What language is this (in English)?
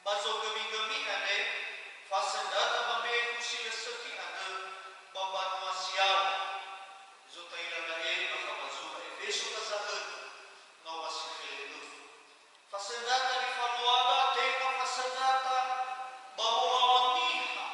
Nias